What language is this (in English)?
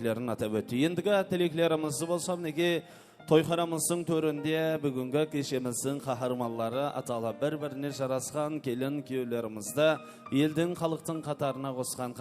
Kara-Kalpak